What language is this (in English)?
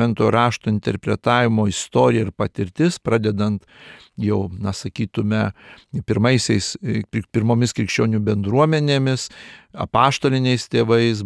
Lithuanian